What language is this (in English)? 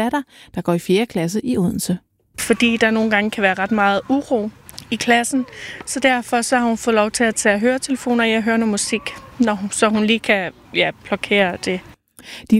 Danish